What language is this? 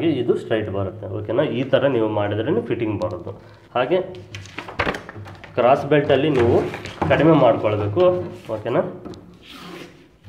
Kannada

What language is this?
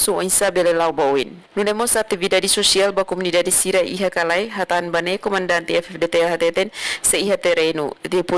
Tetum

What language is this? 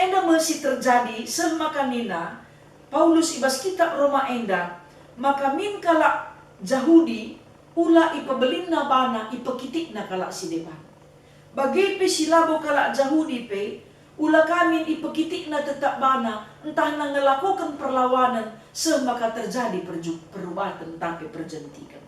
Batak Karo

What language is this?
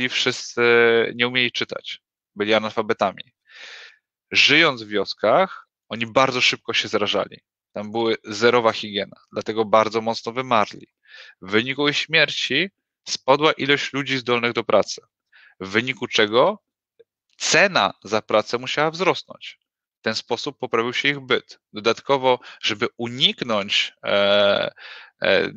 Polish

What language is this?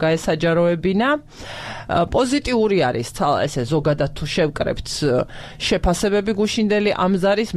Georgian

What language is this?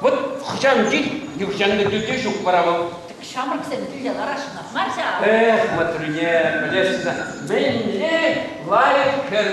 Chuvash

